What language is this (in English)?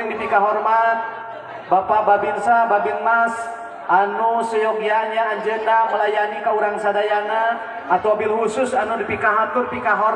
Sundanese